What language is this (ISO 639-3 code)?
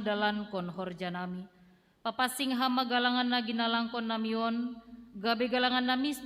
bts